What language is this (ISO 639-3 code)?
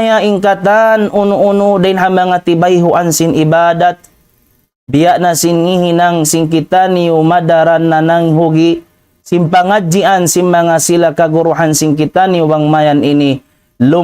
tsg